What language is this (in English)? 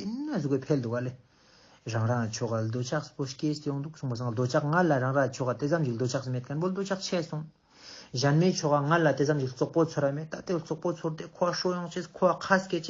Ladakhi